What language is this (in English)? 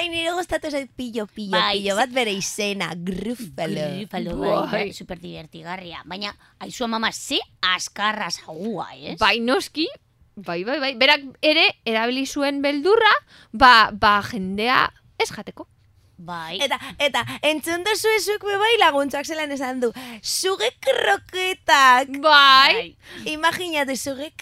Basque